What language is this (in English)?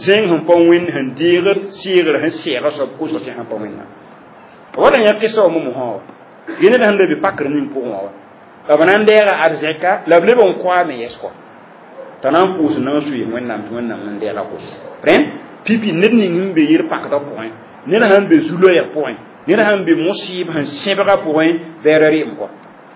Mossi